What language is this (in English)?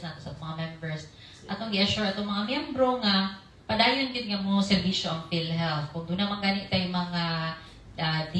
Cebuano